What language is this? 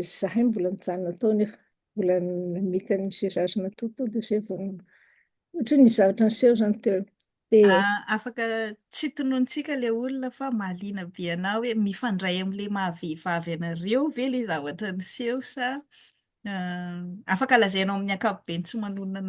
Malagasy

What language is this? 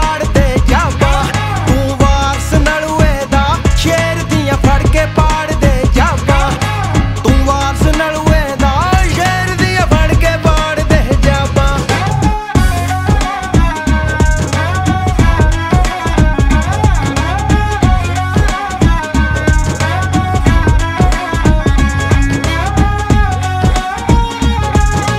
Punjabi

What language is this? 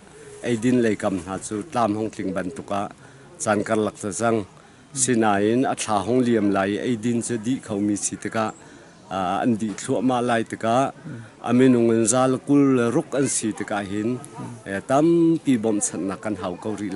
Hakha Chin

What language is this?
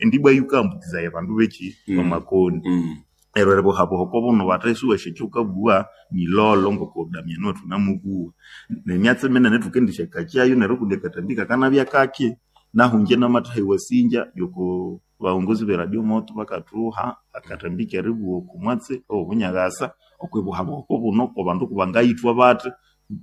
Nande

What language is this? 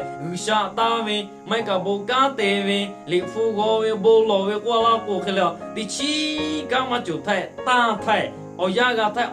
Lahu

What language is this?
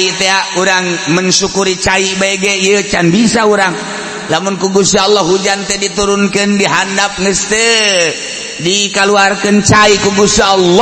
Sundanese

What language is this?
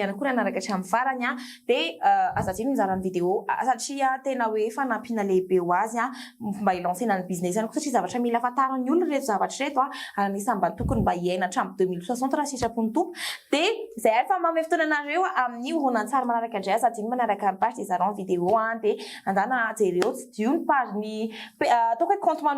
Malagasy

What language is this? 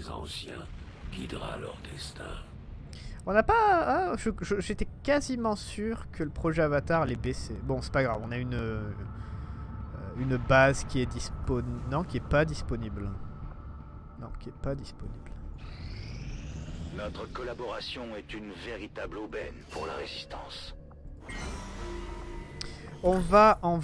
French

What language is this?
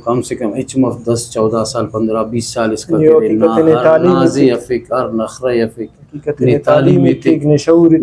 Brahui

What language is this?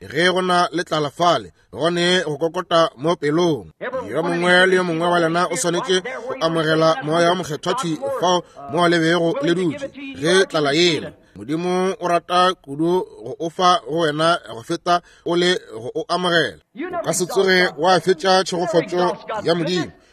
Northern Sotho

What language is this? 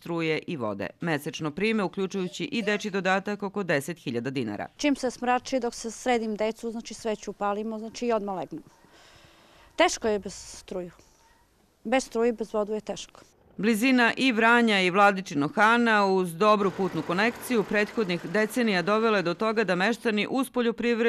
Serbian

